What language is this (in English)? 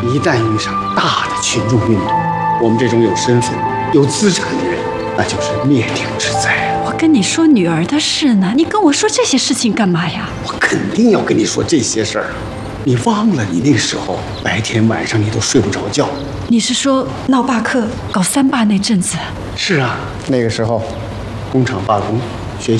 Chinese